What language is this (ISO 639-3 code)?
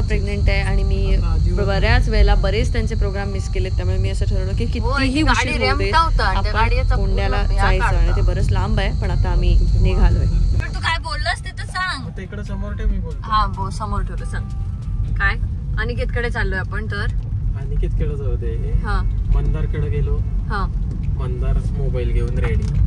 mar